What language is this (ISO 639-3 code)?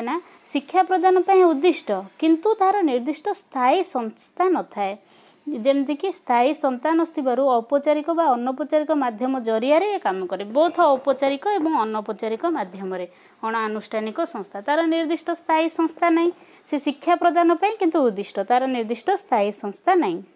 ori